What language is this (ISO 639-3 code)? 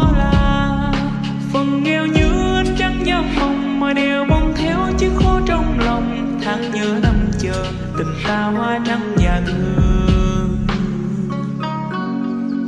vie